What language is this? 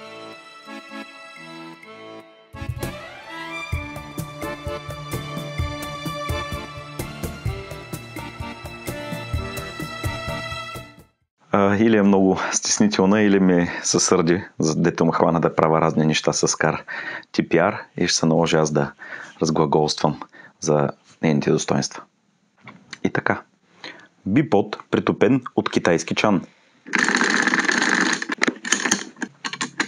Bulgarian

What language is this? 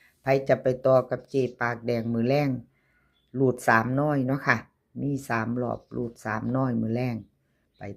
Northeastern Thai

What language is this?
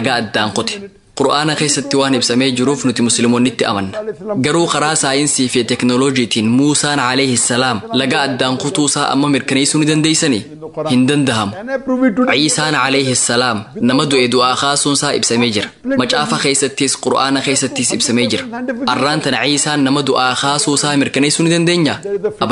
Oromo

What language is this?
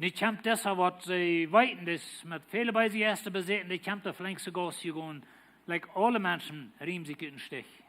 Plautdietsch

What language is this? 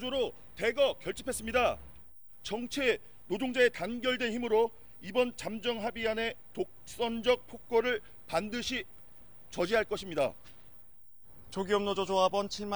Korean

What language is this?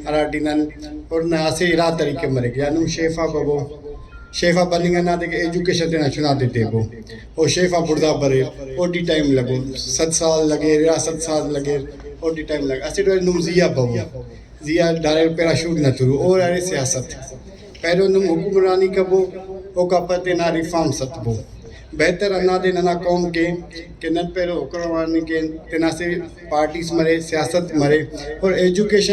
Brahui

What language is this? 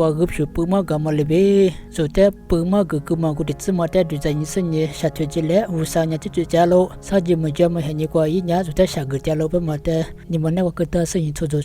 Lisu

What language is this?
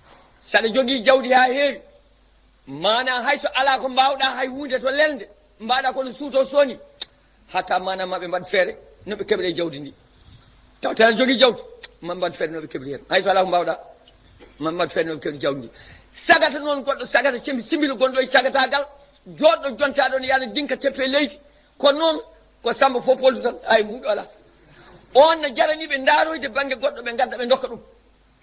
Fula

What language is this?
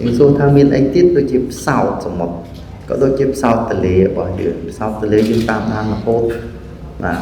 Khmer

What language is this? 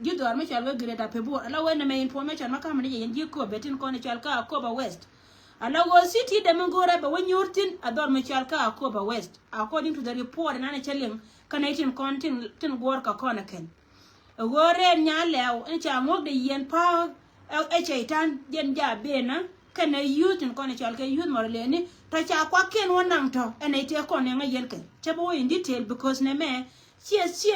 Nuer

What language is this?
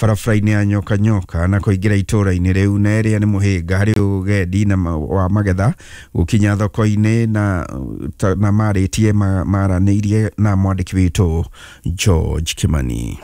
Kikuyu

